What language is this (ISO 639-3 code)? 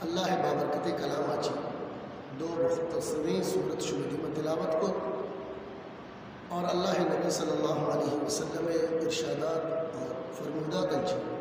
bgp